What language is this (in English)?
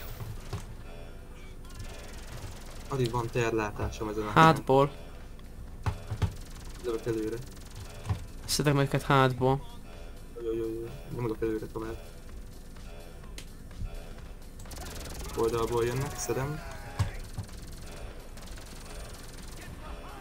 Hungarian